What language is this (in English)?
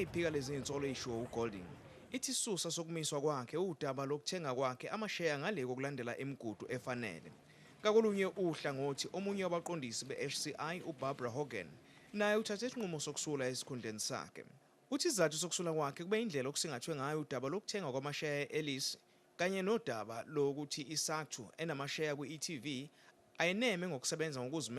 Zulu